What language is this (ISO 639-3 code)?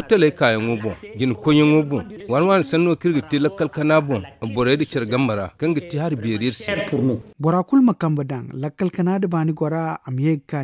dje